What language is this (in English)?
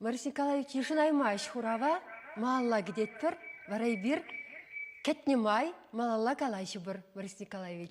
Chuvash